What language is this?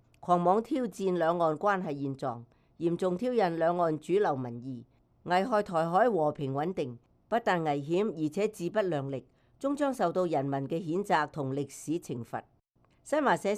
Cantonese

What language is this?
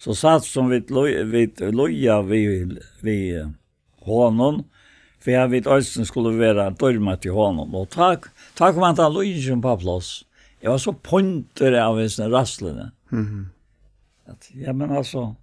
Faroese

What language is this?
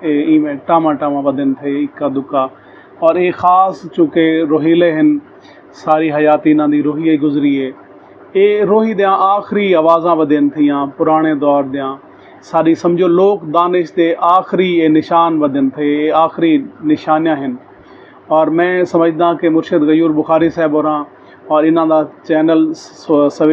Saraiki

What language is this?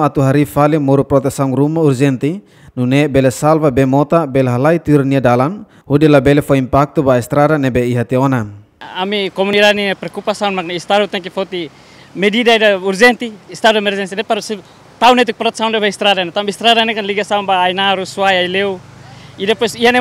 Tetum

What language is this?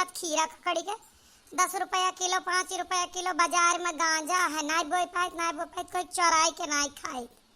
Awadhi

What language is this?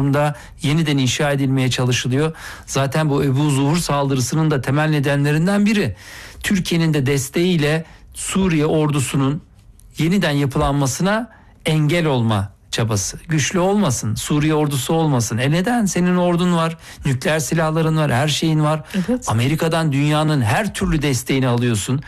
Turkish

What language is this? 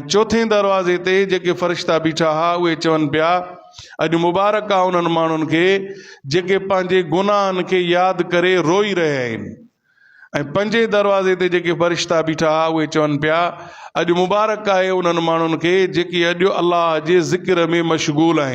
Sindhi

